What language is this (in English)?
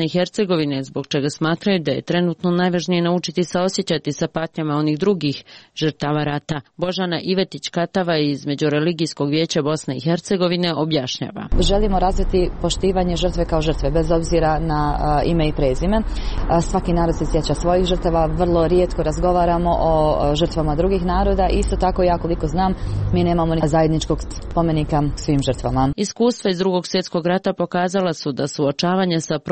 Serbian